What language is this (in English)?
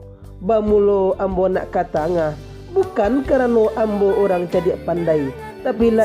Minangkabau